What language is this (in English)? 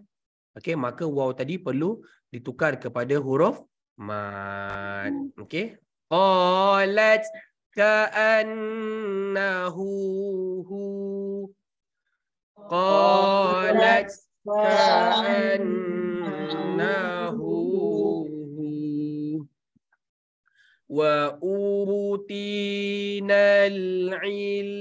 Malay